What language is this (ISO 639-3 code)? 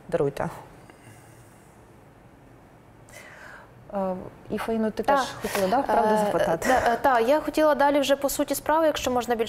ukr